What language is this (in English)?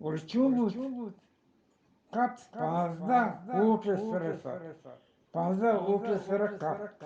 Eastern Balochi